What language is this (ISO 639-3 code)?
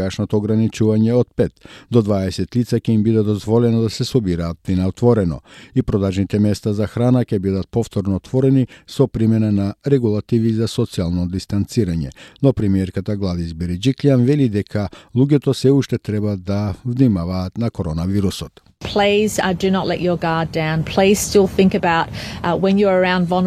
mkd